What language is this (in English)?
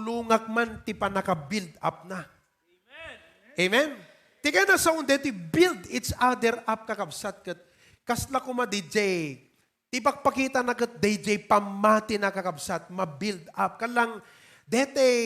Iloko